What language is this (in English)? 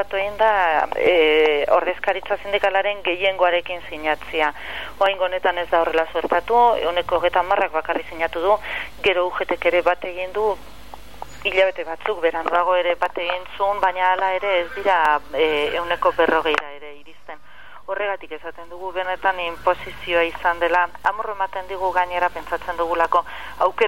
Basque